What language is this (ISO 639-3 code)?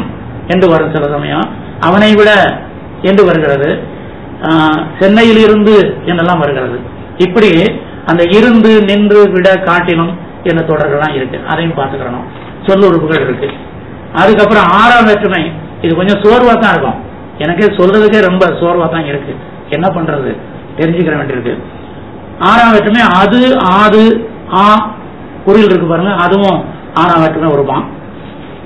tam